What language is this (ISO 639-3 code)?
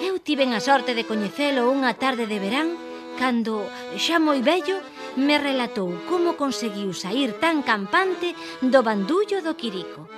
glg